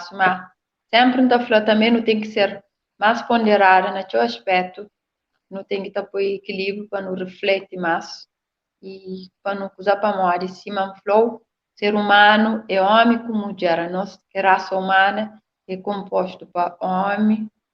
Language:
Kabuverdianu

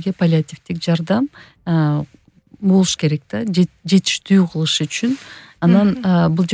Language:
Kyrgyz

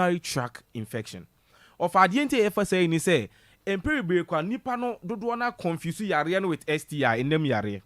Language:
Akan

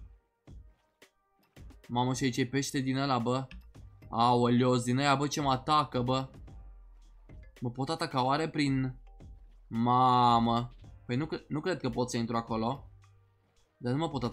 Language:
Romanian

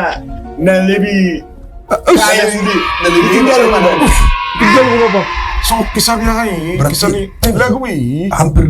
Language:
Batak Toba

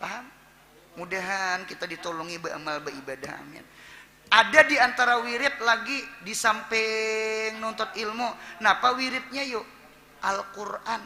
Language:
Banjar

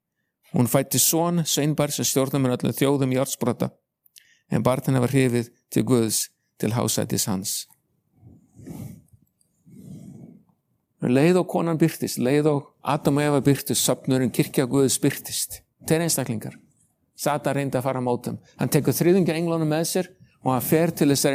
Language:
Icelandic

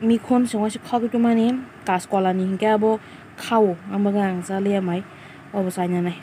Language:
Kok Borok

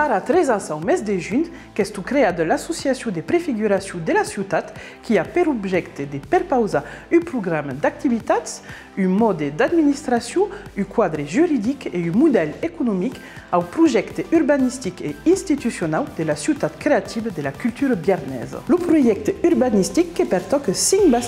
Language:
Occitan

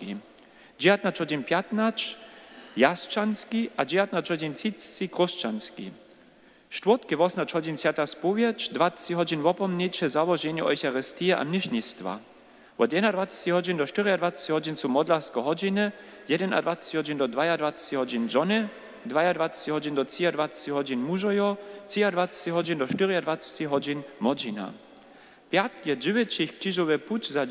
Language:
Upper Sorbian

